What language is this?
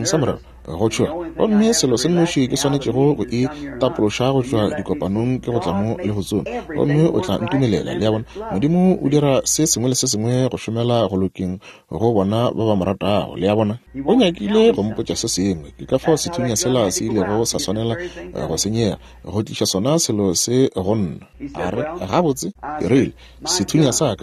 Northern Sotho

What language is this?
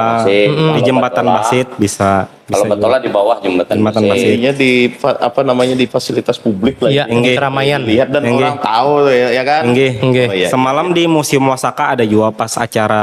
Banjar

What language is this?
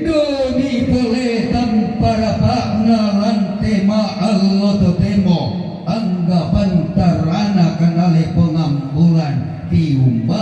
Toraja-Sa'dan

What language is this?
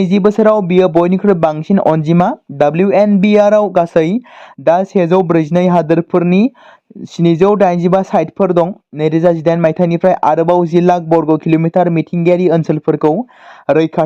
Bodo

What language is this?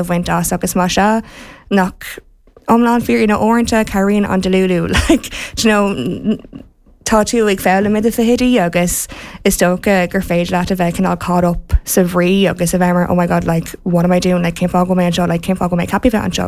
Irish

